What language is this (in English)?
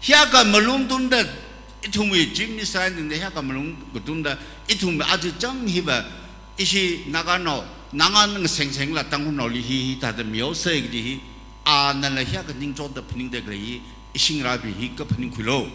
Tangkhul Naga (India)